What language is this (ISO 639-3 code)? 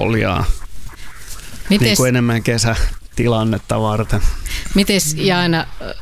fin